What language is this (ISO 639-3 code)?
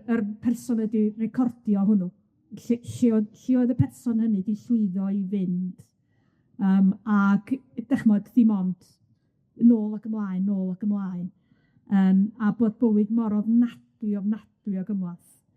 cym